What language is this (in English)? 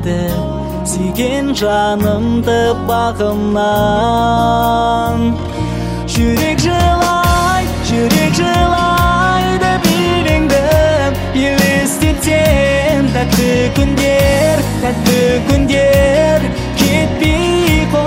Kazakh